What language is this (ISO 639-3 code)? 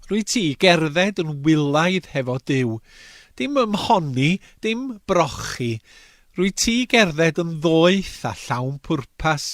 cym